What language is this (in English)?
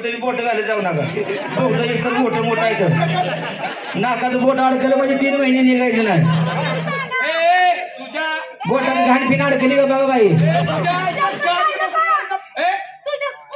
Marathi